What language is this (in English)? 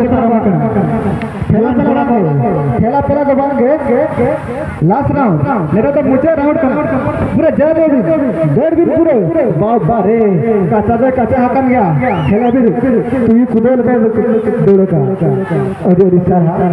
Santali